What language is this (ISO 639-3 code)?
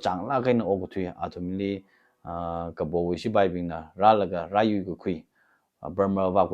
nmf